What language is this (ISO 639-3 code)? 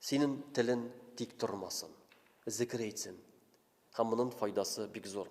tat